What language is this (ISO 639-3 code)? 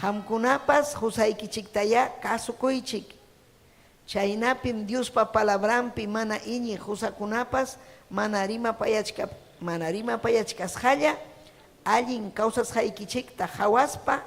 quy